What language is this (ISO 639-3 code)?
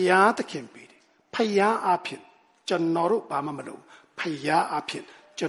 mya